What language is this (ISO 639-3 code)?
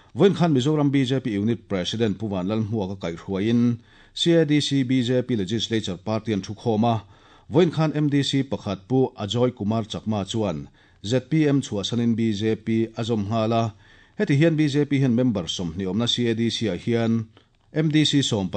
lus